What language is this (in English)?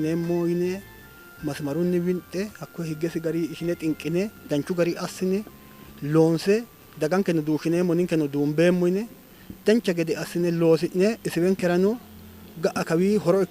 Sidamo